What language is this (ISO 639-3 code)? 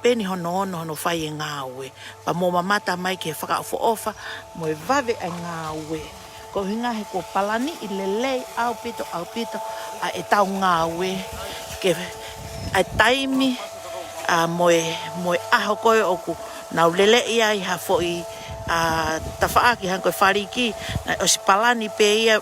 ton